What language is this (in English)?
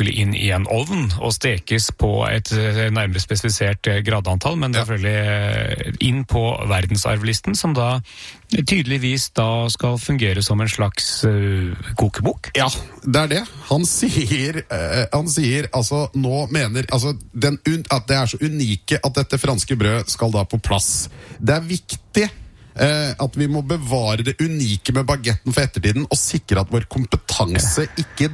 Norwegian